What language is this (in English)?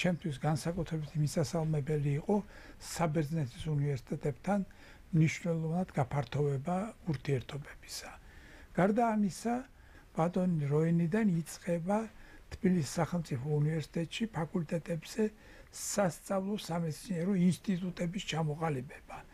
Georgian